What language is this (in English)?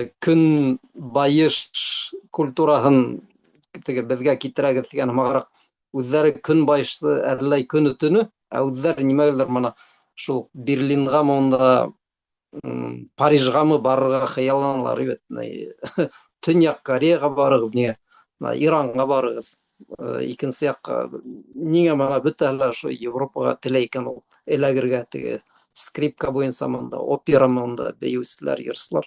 Bashkir